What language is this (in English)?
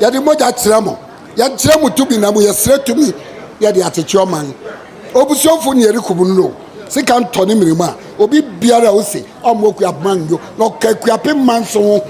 Akan